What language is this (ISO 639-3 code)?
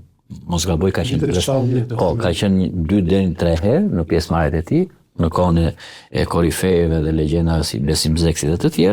sqi